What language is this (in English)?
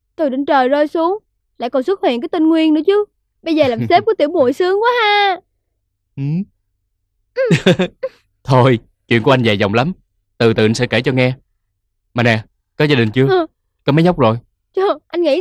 Vietnamese